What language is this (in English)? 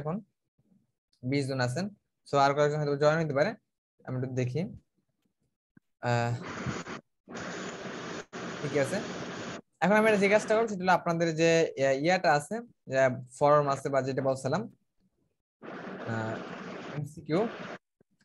Bangla